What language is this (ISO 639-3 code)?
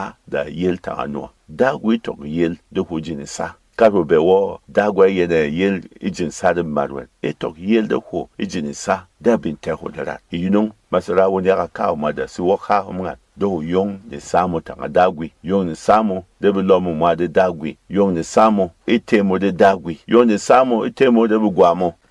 bom